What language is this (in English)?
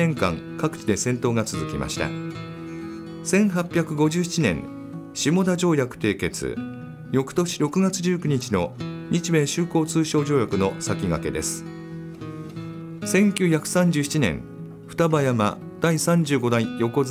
Japanese